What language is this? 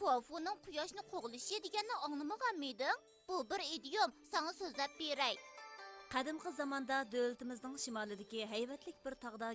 Uyghur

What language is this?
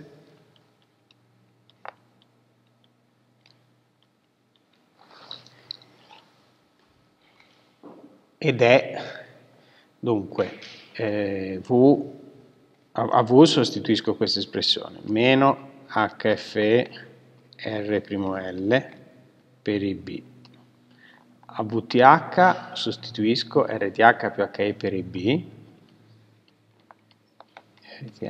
Italian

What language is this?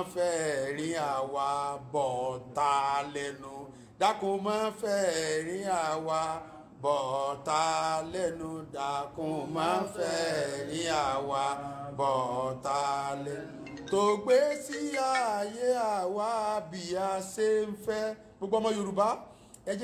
Yoruba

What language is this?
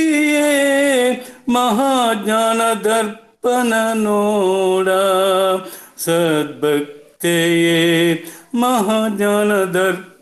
Kannada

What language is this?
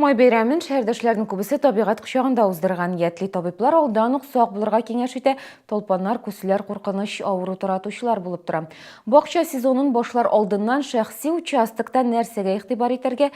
Tatar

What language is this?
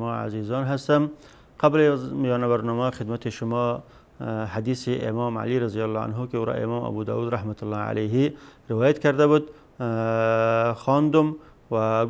Persian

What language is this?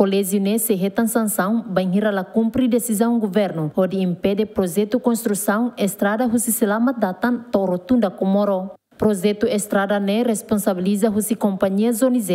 Tetum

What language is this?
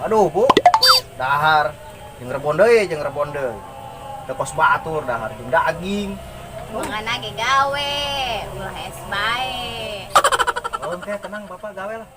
Sundanese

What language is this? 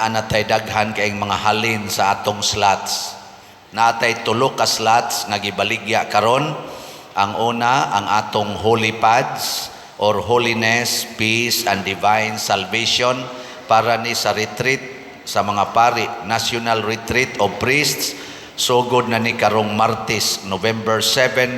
Cebuano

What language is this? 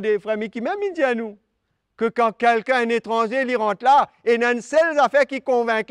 Morisyen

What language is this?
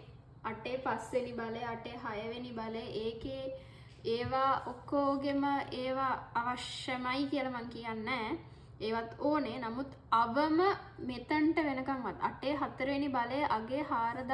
Sinhala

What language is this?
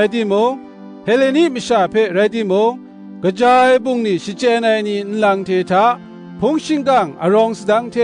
Kachin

